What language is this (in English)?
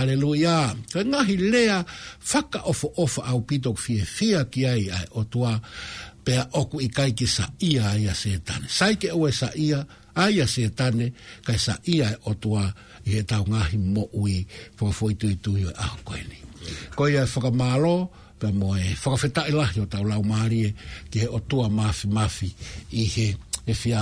Tongan